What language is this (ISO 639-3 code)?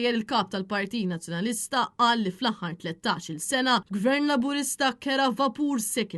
mlt